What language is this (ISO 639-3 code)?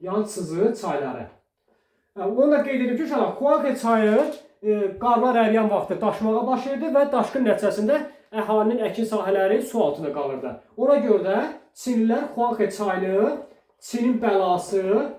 aze